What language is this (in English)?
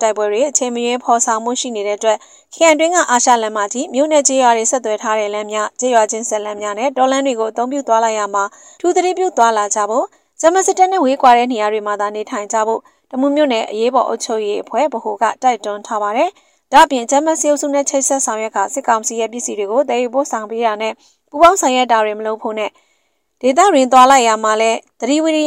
Burmese